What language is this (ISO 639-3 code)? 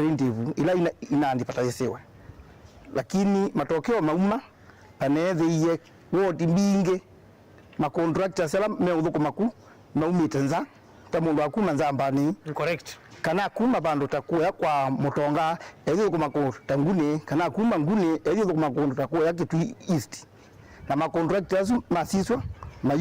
kam